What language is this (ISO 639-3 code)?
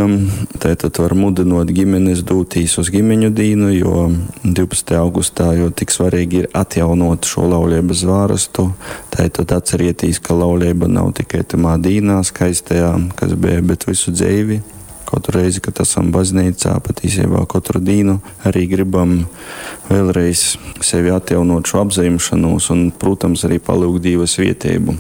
ltg